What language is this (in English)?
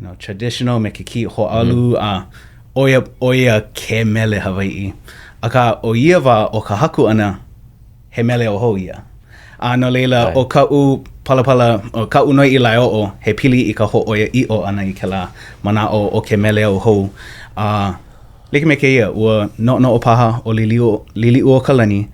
Hawaiian